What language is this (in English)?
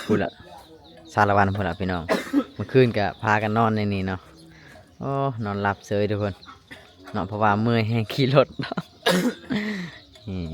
Lao